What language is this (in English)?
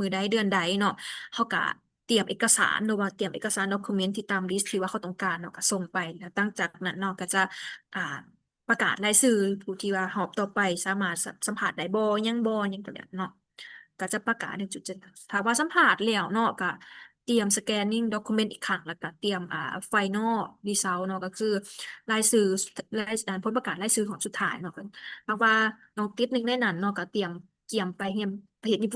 Lao